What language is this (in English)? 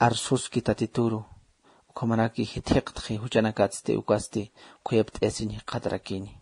Aymara